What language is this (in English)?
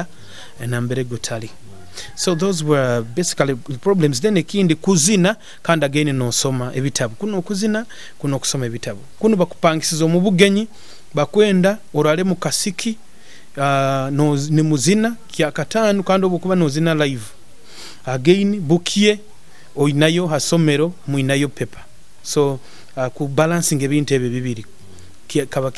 Nyoro